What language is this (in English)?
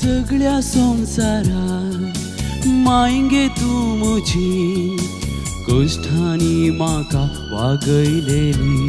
Konkani